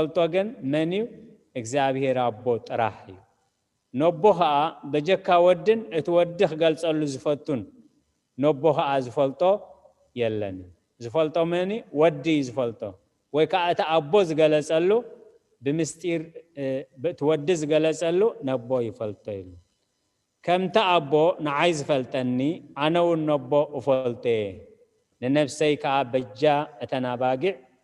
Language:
Tigrinya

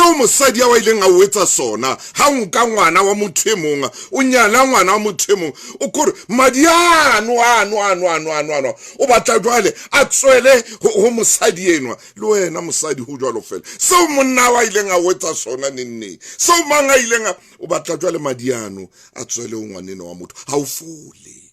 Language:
Southern Sotho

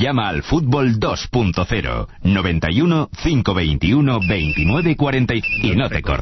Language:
Spanish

